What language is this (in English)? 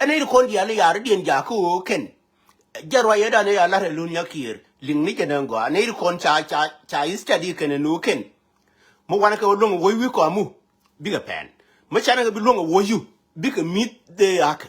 Nuer